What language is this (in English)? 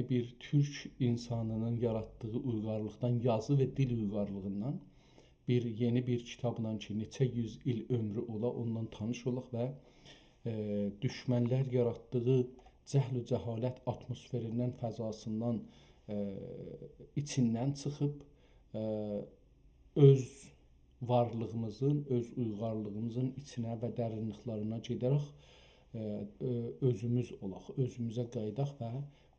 South Azerbaijani